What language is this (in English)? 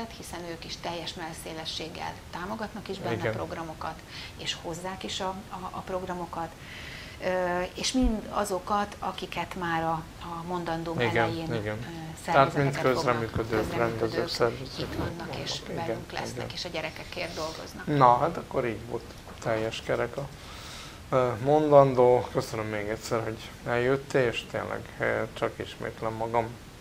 Hungarian